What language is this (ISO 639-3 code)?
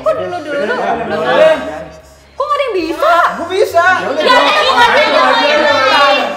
ind